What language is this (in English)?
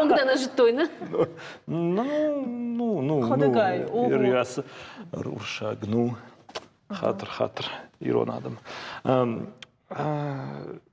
Ossetic